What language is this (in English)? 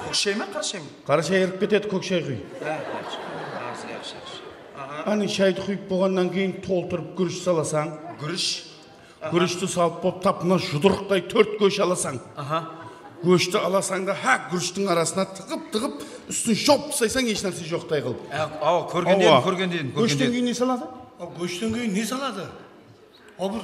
Kara-Kalpak